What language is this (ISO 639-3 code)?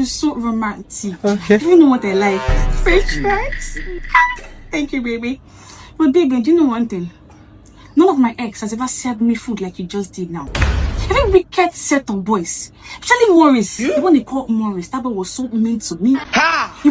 pcm